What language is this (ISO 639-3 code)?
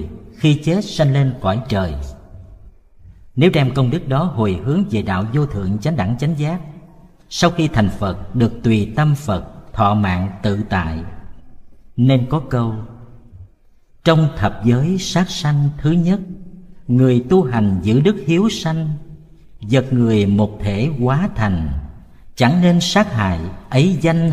vie